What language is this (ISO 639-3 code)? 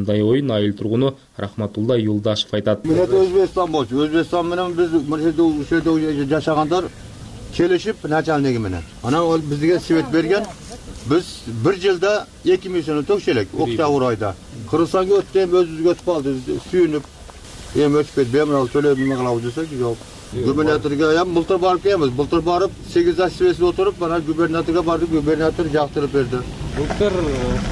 kir